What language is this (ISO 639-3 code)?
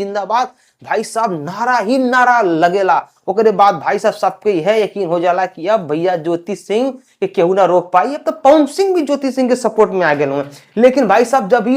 bho